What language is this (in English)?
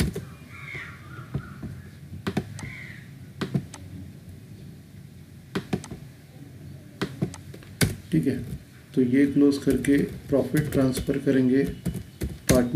Hindi